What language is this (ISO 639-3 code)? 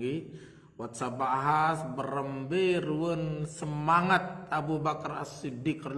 sas